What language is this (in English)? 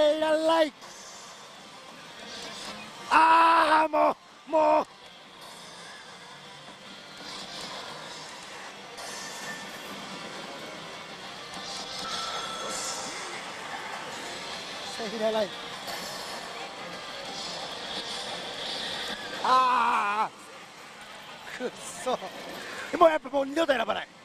Japanese